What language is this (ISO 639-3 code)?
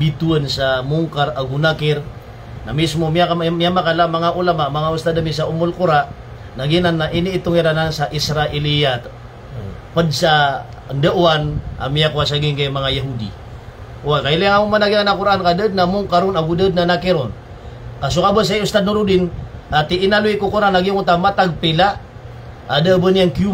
mrw